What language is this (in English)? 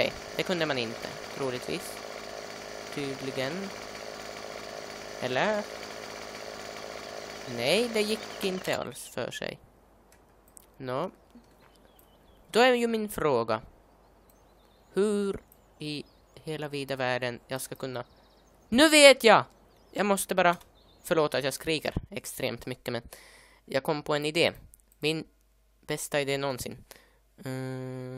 Swedish